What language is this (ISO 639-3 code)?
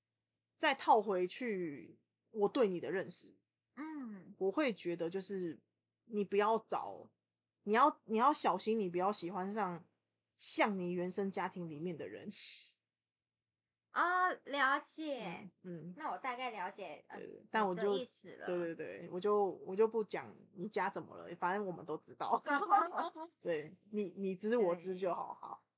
zho